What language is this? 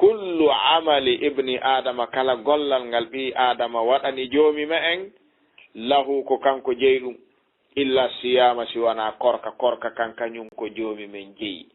Fula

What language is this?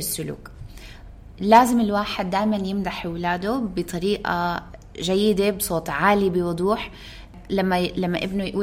North Levantine Arabic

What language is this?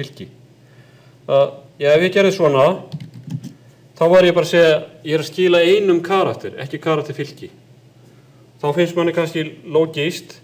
Icelandic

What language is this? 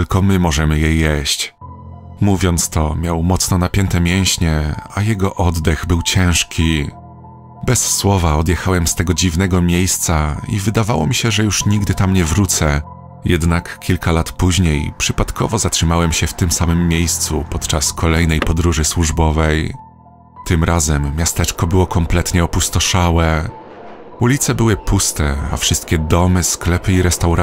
Polish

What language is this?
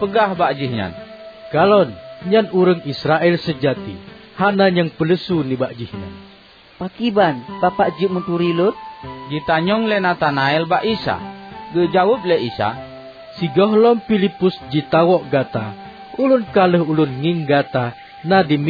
Achinese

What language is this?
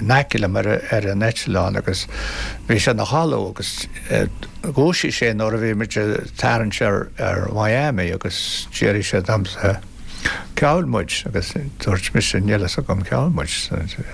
Irish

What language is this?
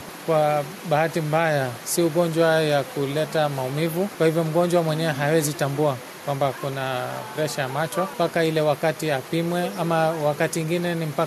Swahili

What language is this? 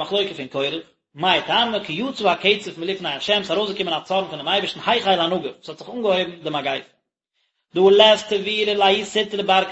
Yiddish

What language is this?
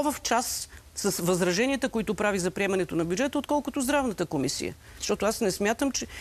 Bulgarian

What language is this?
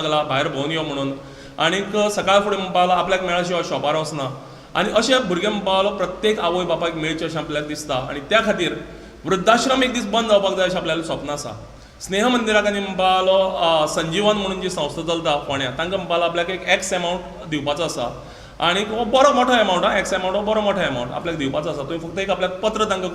Konkani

